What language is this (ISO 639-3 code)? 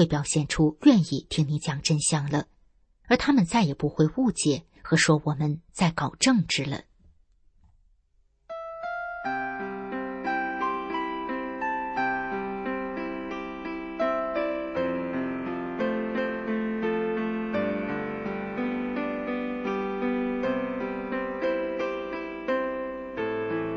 zho